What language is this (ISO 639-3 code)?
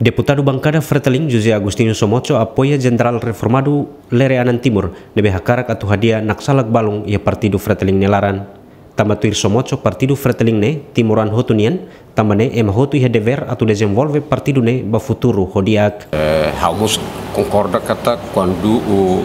tet